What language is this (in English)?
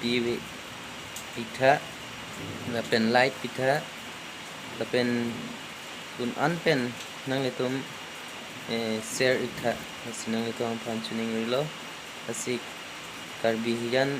Karbi